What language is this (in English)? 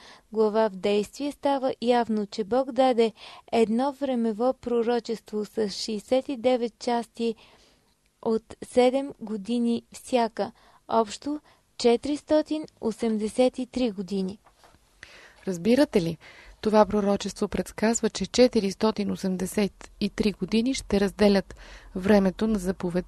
Bulgarian